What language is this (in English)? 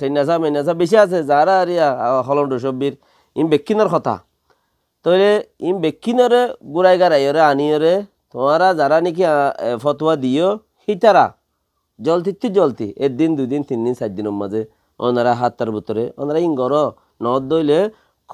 Rohingya